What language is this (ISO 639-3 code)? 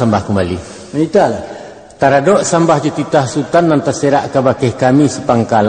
min